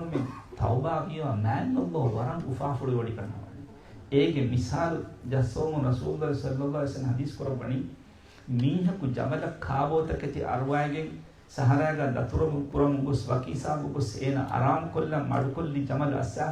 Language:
Divehi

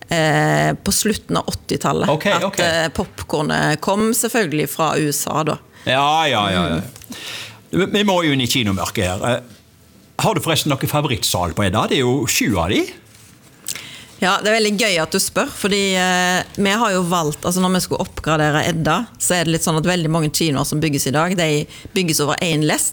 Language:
Norwegian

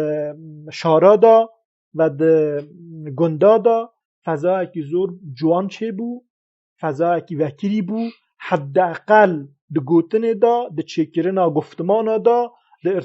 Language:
Kurdish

